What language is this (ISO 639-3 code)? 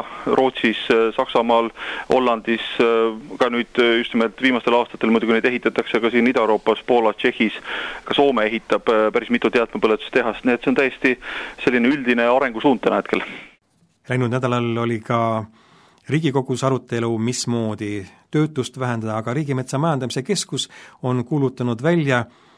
est